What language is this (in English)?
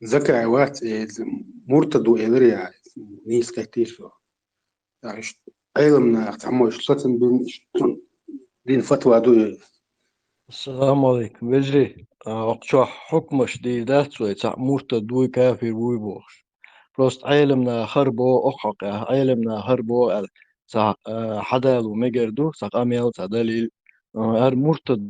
Chechen